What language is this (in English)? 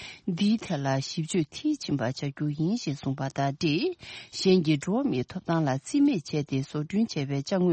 Tibetan